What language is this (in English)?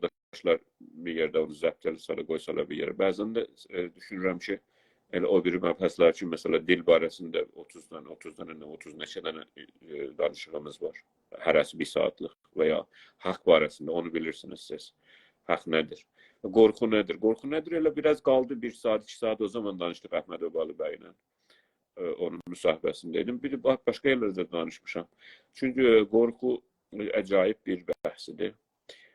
South Azerbaijani